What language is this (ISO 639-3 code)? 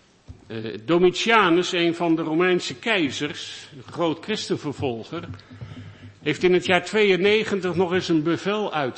nld